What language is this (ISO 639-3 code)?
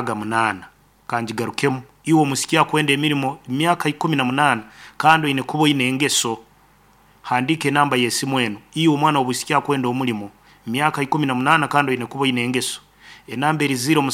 nyo